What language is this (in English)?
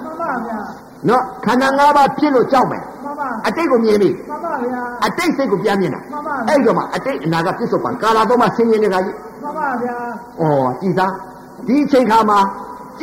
Burmese